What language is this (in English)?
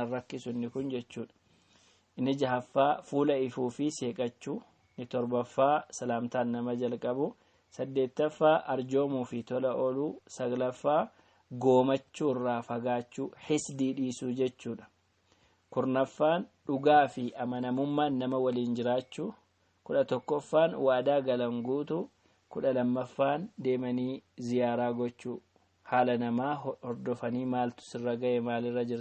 Oromo